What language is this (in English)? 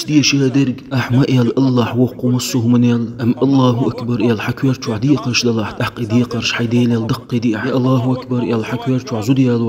Chechen